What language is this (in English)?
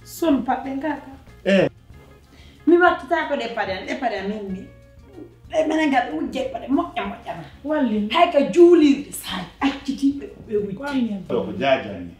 Pular